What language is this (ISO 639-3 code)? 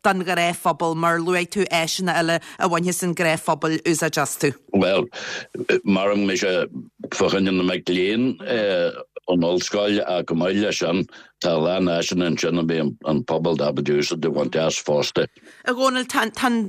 gle